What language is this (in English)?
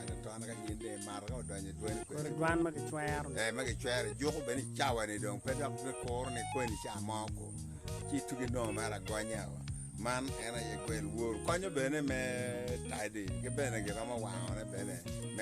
Acoli